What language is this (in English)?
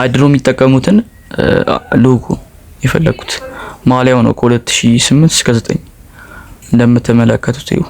Amharic